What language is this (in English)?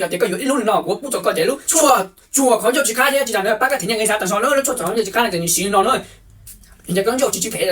Hmong